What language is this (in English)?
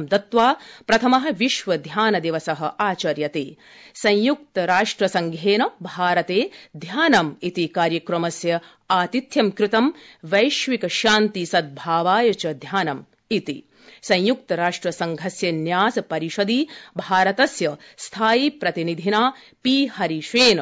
Sanskrit